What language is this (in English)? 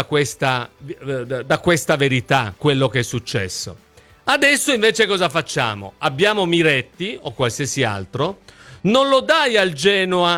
Italian